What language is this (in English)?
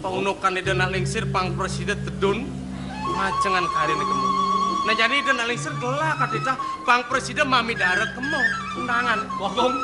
Balinese